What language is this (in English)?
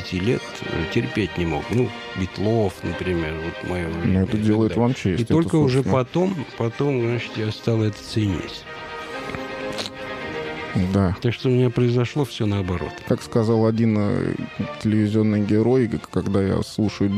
Russian